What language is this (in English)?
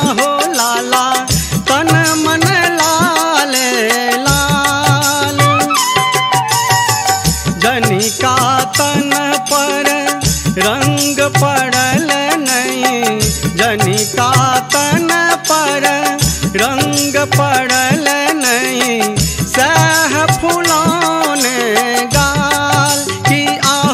Bhojpuri